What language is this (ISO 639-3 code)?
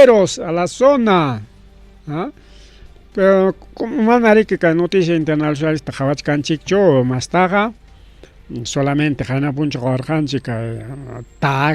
quy